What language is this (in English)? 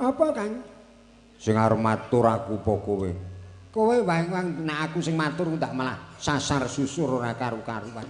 Javanese